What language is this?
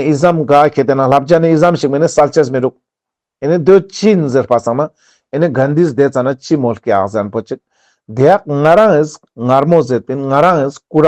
Ladakhi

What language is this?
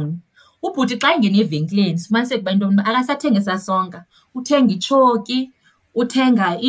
Xhosa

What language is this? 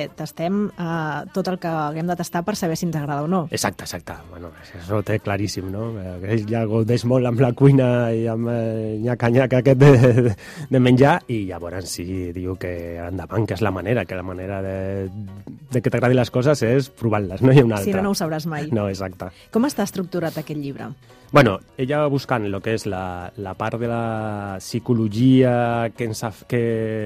Catalan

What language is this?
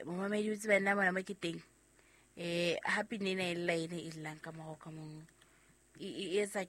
Southern Sotho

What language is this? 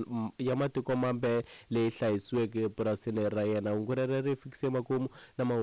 Tsonga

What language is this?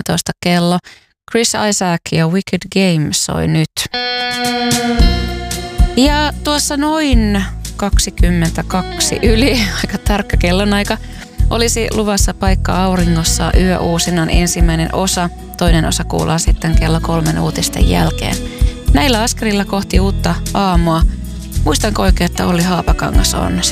Finnish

